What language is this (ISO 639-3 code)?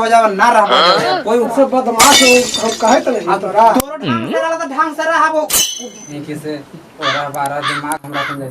mag